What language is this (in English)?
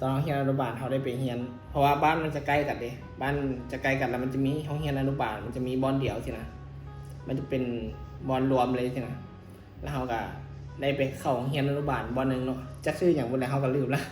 Northeastern Thai